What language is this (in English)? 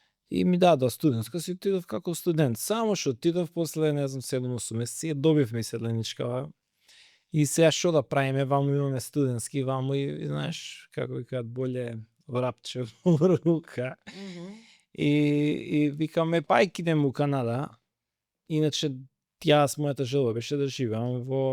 Macedonian